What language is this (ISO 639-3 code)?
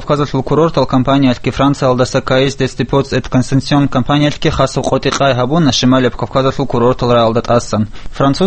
ava